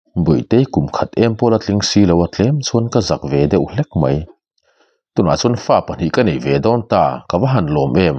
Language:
Mizo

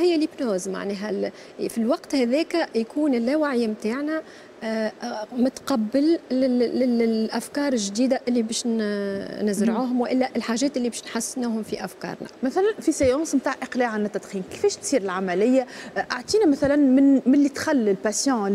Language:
Tunisian Arabic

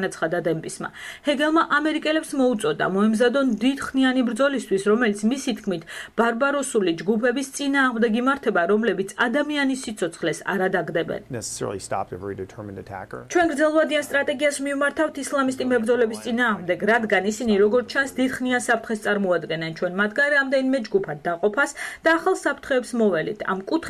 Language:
Georgian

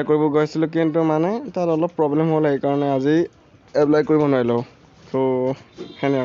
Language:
Assamese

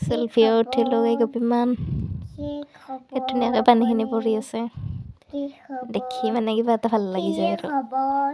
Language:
Assamese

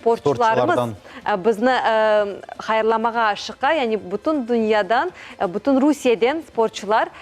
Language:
Crimean Tatar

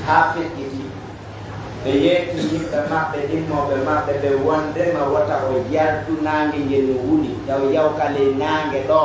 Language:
Pular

